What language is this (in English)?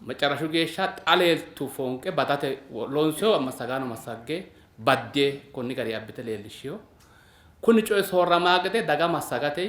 Sidamo